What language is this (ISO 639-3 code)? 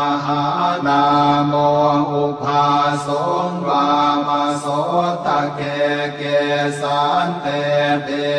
pli